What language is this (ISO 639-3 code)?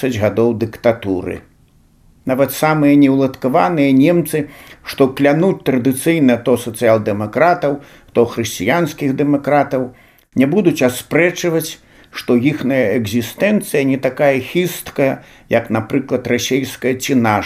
bel